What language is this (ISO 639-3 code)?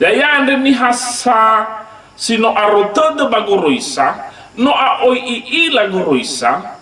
nia